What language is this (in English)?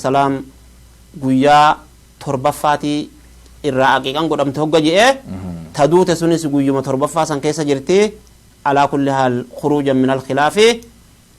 Oromo